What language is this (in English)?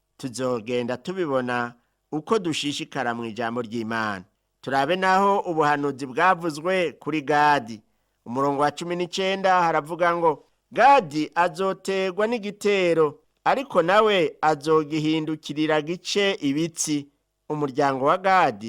Rundi